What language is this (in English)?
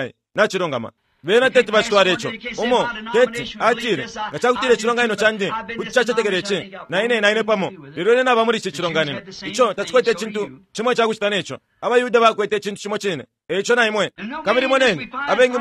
Bemba